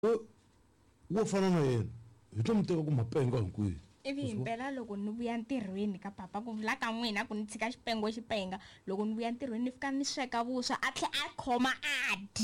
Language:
Tsonga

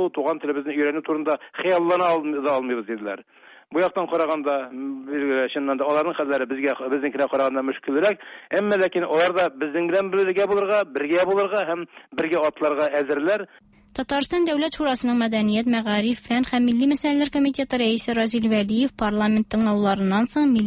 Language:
Tatar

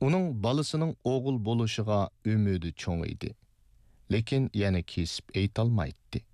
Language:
Uyghur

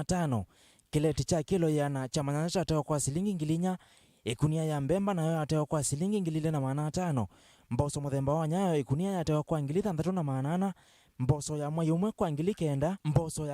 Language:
Kamba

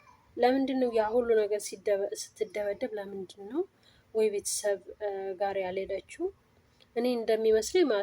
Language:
Amharic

